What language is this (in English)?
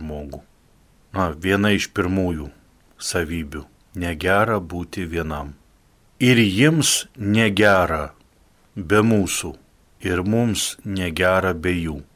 Lithuanian